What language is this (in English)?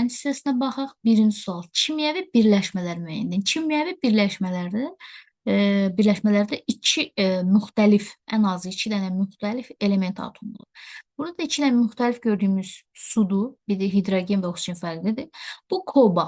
Azerbaijani